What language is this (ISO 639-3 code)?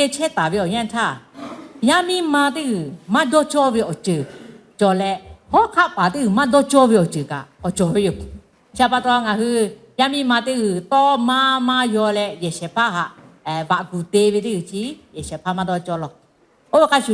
lhu